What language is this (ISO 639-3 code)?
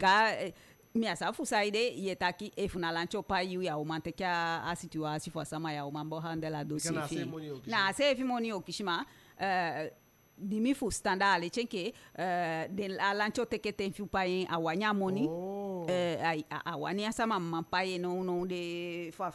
djk